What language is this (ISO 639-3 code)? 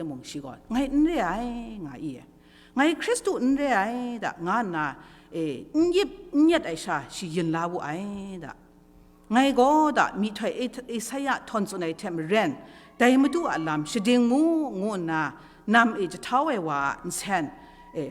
kac